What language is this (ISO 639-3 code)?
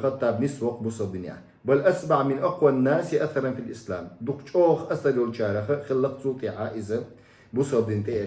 che